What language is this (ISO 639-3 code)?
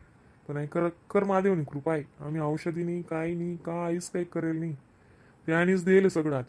khn